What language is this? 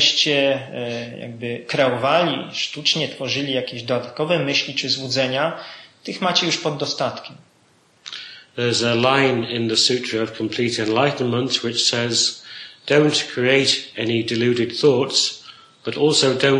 Polish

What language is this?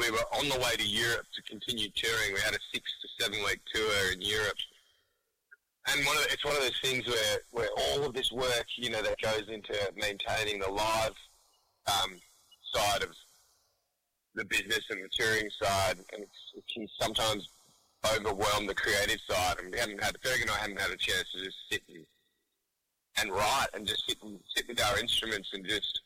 English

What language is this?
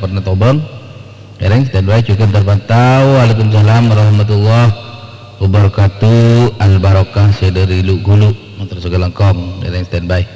Madurese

